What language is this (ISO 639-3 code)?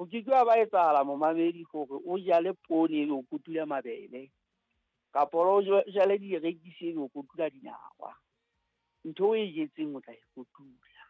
sot